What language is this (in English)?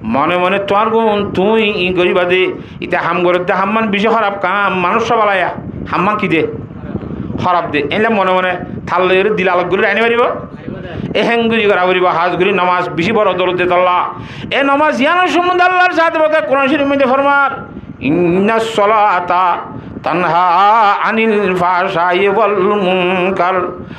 Rohingya